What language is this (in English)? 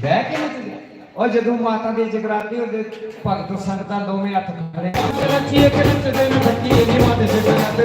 Dogri